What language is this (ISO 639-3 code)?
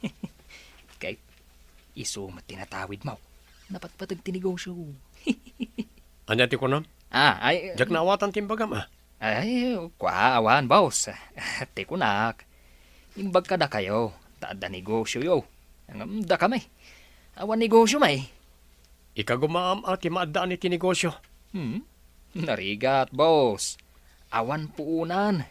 ilo